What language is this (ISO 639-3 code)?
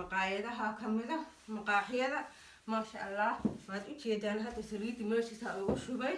som